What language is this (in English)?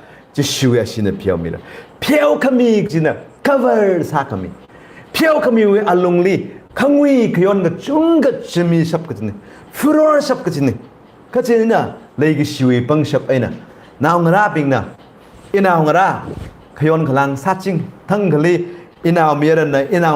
Tangkhul Naga (India)